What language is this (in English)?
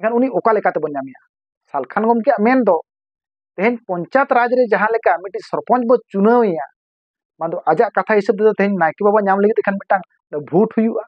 Santali